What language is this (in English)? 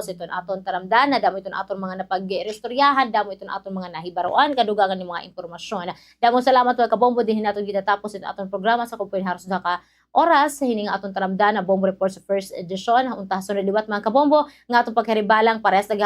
Waray